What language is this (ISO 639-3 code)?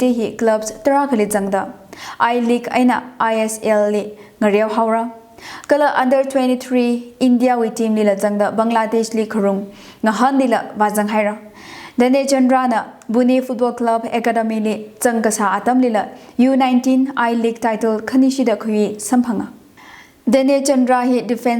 nmf